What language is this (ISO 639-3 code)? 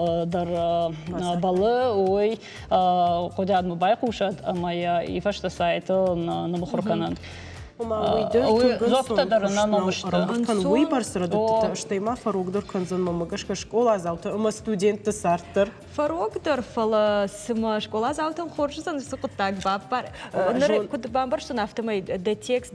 oss